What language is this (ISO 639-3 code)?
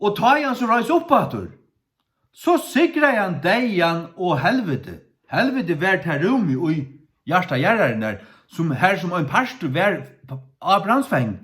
fao